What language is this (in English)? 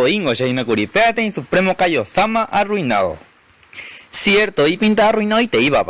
Guarani